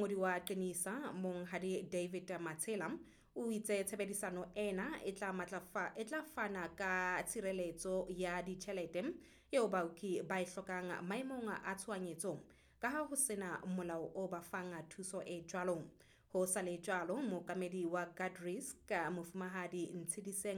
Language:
Southern Sotho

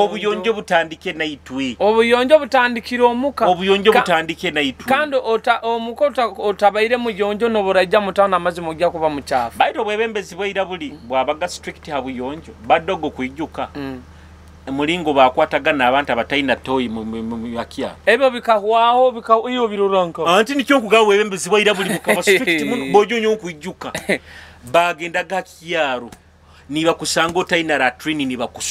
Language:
Nyoro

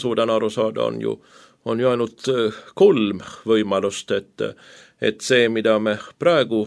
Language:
Estonian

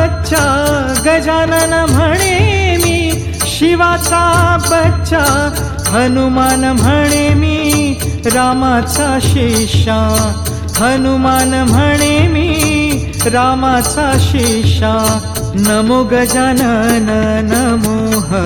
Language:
Marathi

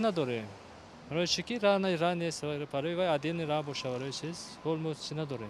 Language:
Tajik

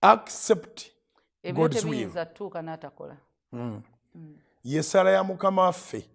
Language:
Ganda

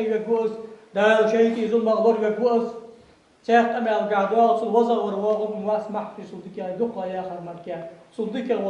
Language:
Ingush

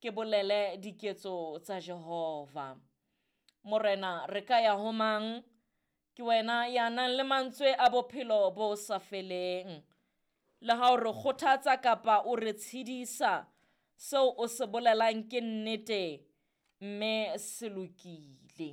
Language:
Southern Sotho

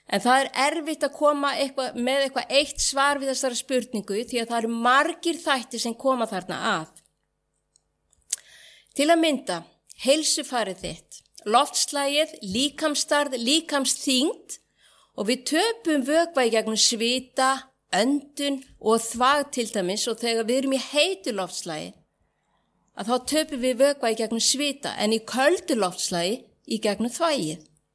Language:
Icelandic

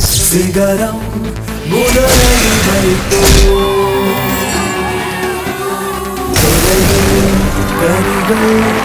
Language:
Tamil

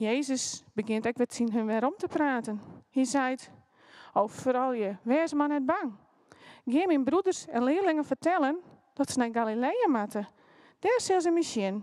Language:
Western Frisian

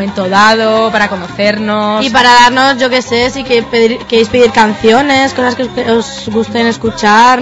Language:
Spanish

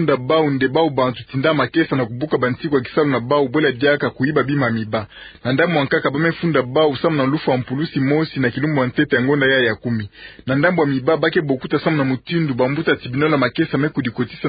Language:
Kituba (Democratic Republic of Congo)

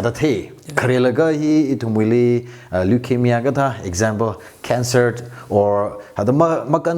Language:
Tangkhul Naga (India)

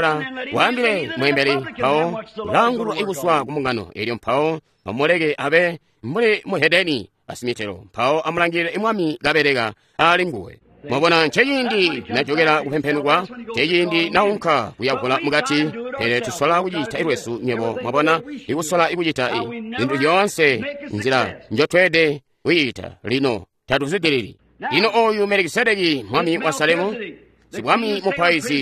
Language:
Tonga (Zambia)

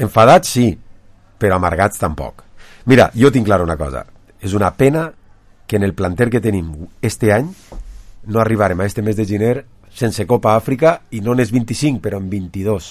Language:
Catalan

